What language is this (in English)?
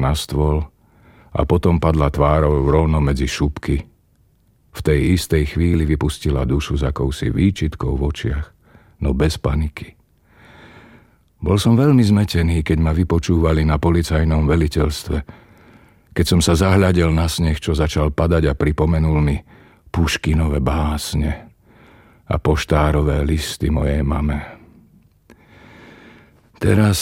Slovak